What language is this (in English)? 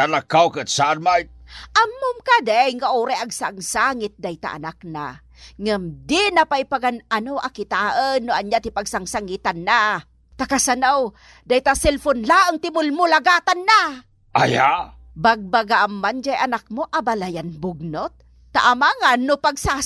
Iloko